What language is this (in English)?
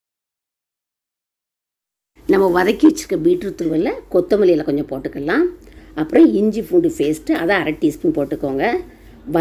Tamil